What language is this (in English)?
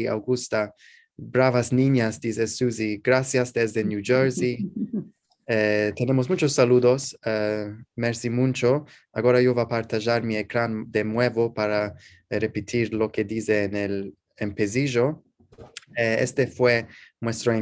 Ladino